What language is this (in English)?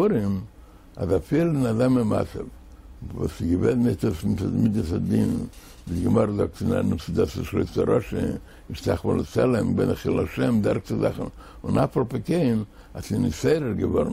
Yiddish